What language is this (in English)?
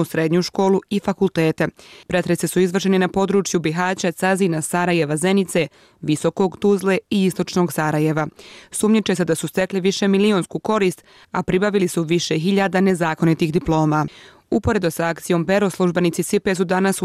Bosnian